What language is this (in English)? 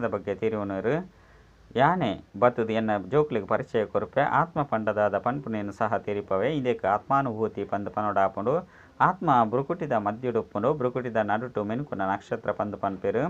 Tulu